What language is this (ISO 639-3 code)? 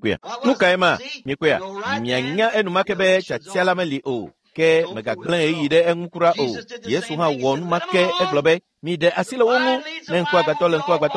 ewe